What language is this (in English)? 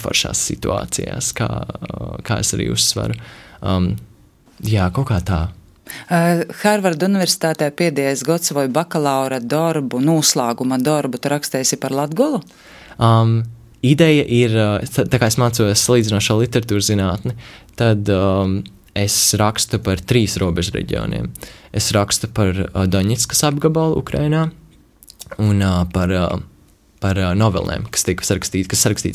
Latvian